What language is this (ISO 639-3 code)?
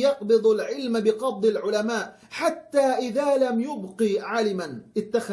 yka